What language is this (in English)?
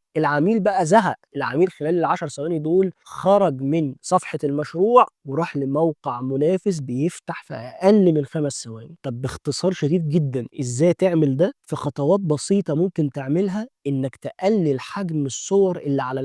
Egyptian Arabic